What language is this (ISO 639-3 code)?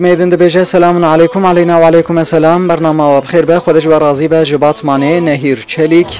kur